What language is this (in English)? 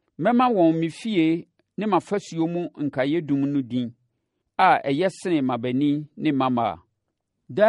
Akan